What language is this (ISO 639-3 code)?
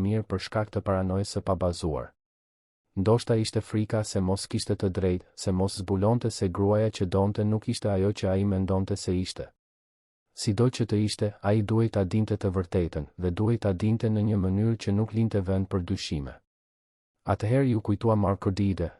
sqi